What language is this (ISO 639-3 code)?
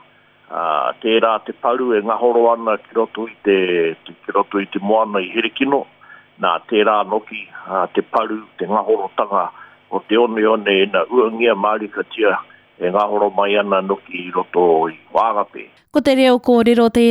mri